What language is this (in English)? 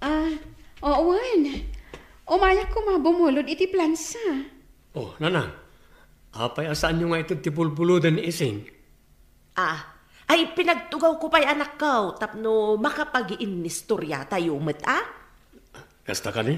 Iloko